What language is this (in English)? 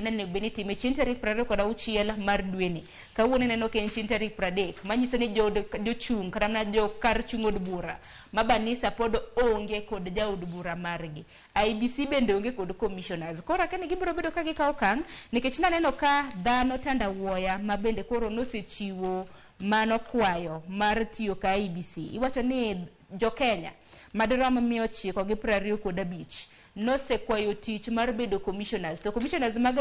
Luo (Kenya and Tanzania)